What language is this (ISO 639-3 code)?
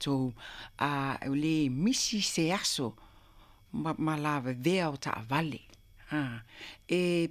smo